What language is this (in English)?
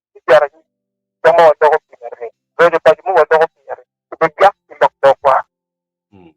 Acoli